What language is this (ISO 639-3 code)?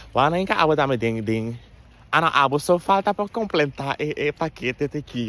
pap